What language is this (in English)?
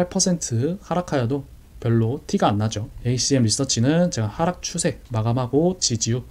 Korean